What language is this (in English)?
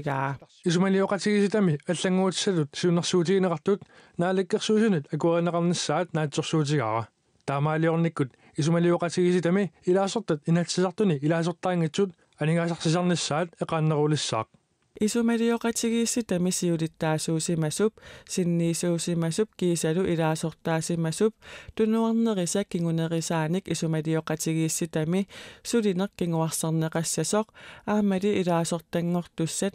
Kalaallisut